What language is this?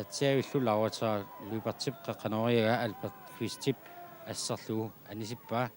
Kalaallisut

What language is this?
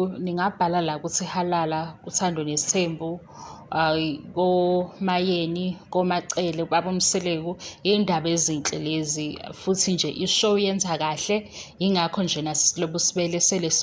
Zulu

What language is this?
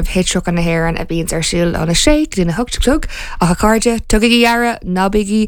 Irish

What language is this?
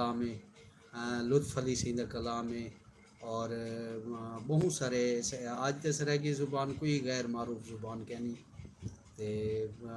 Saraiki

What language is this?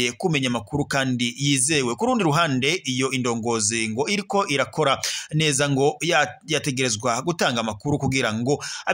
Rundi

